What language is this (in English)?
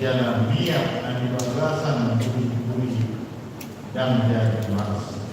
Batak Toba